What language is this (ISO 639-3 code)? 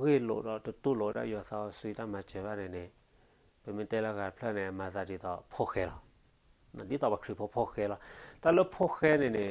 ksw